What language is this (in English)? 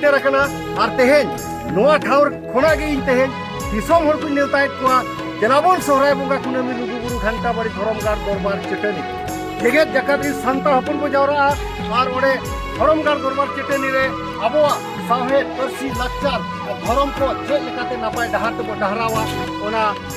Santali